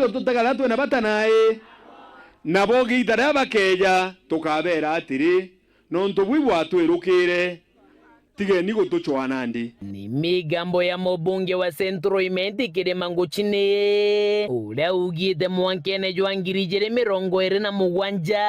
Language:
Meru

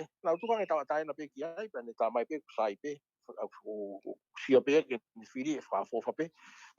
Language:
Tongan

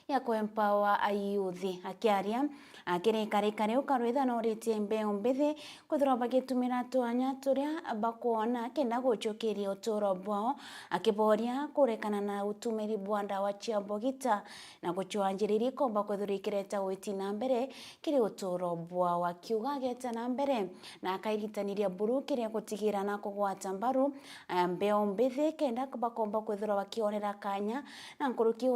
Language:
Meru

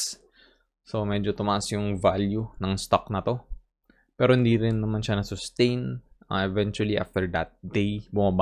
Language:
Filipino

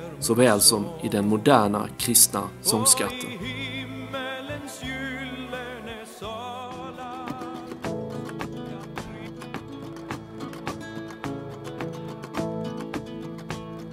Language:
Swedish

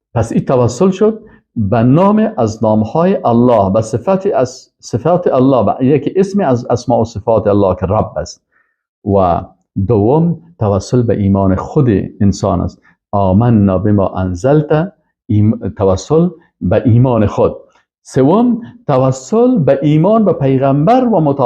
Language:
Persian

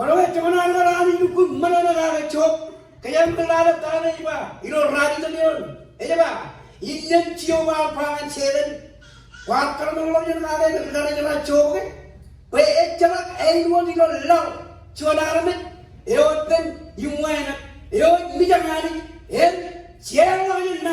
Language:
Marshallese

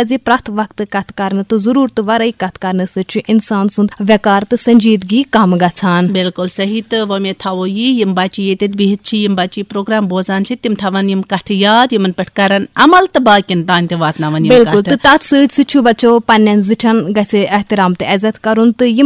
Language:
Kashmiri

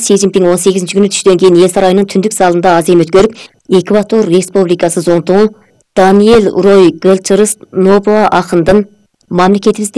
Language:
Kyrgyz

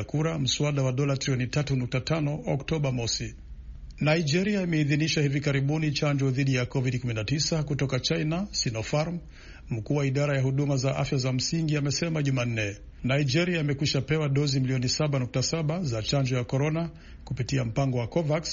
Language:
Swahili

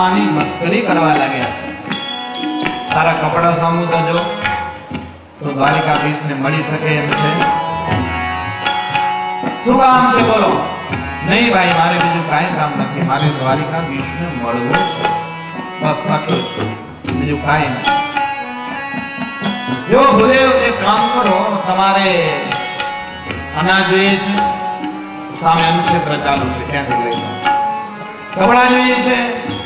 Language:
Gujarati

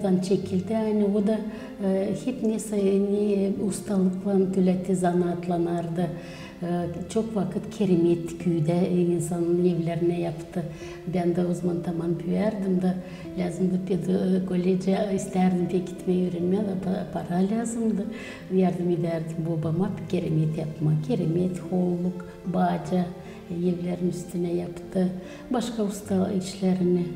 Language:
Gagauz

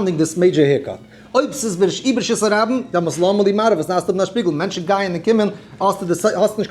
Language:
Yiddish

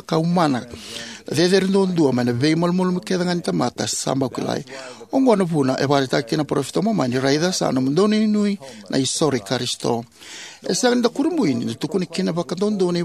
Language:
Fijian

